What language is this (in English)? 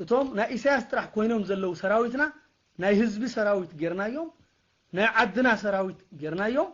Tigrinya